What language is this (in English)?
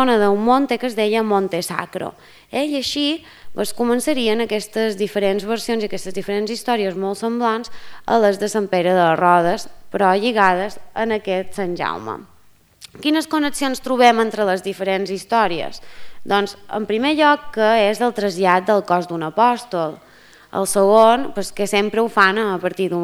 Catalan